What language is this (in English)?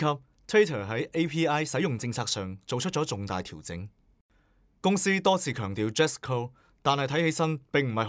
Cantonese